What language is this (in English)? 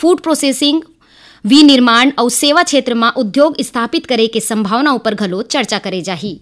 Chhattisgarhi